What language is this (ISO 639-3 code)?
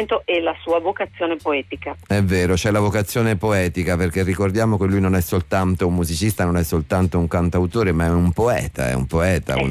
ita